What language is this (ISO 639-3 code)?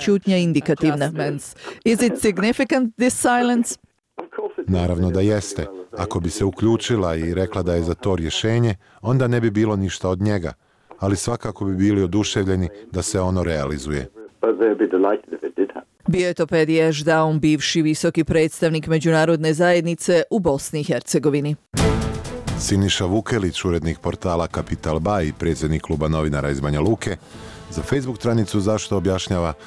bos